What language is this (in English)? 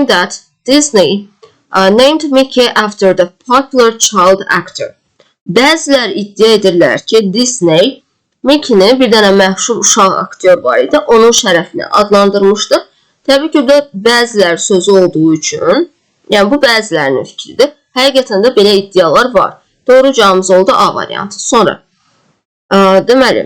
Azerbaijani